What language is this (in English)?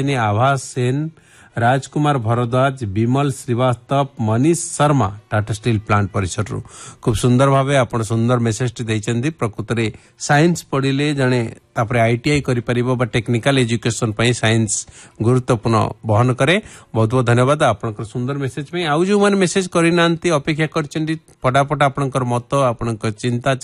Odia